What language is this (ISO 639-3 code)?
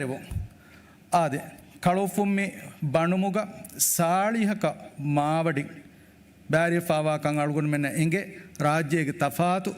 div